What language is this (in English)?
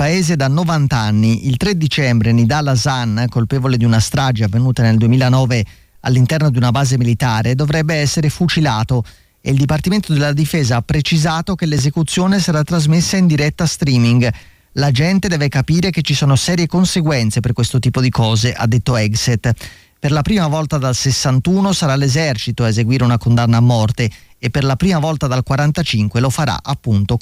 Italian